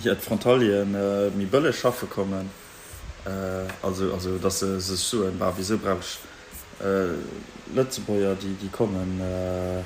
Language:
Luxembourgish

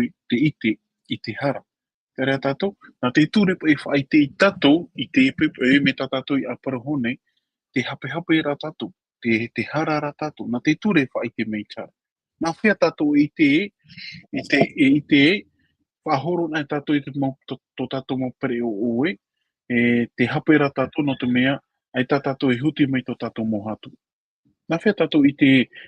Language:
Tahitian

